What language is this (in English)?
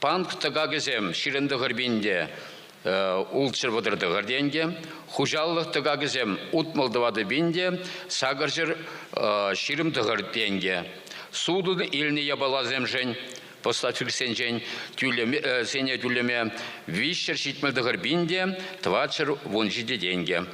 Chuvash